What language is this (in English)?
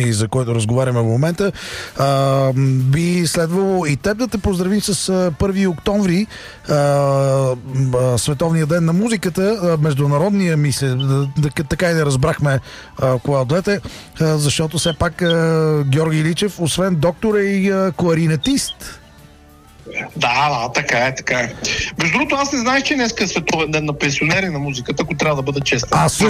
Bulgarian